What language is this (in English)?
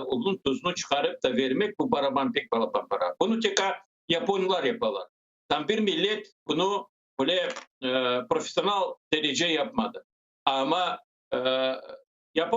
Crimean Tatar